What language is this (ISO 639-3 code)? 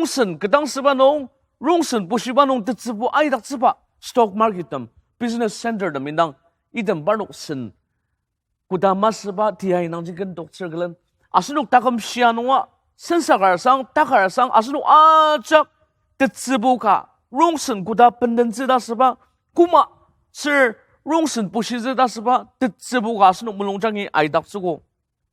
njo